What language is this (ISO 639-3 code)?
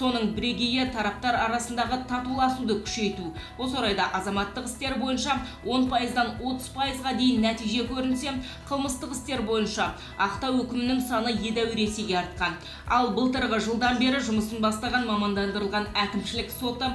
kaz